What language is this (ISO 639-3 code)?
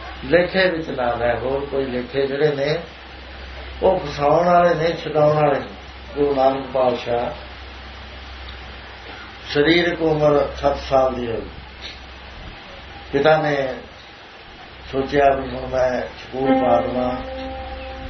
pan